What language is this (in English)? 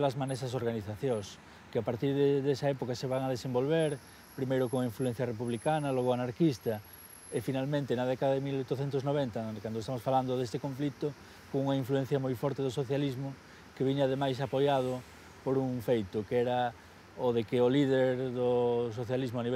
Galician